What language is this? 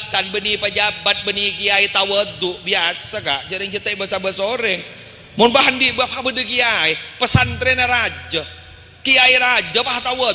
Madurese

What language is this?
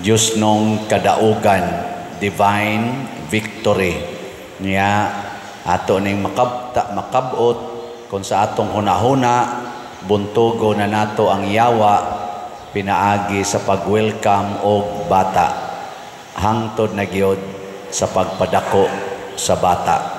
Cebuano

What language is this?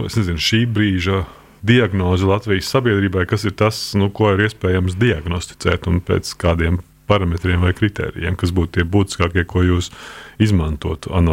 Latvian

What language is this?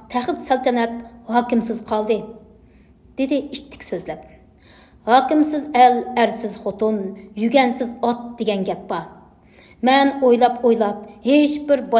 Uyghur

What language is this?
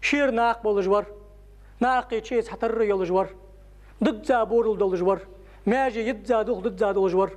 Ingush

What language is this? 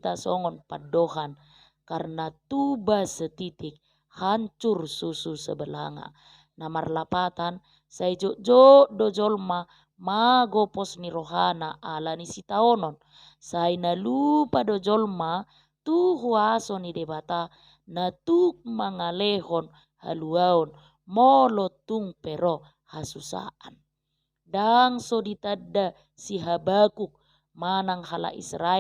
Batak Toba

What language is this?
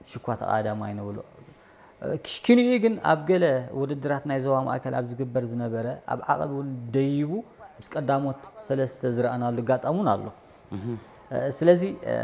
Tigrinya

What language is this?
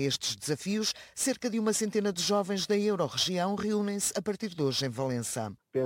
Portuguese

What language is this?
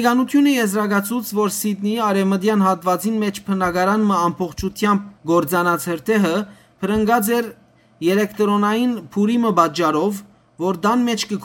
Western Armenian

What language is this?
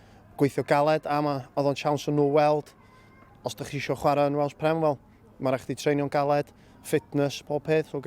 Welsh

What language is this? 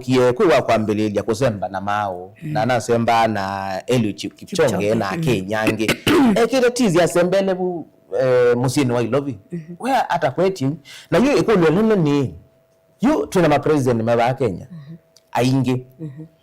Kamba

